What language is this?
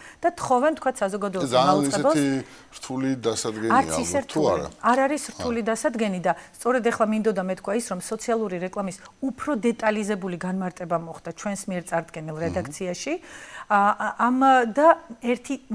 Georgian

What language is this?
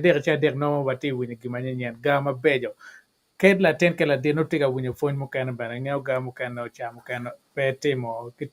Acoli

